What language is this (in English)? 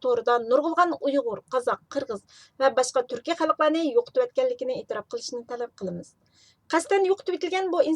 Uyghur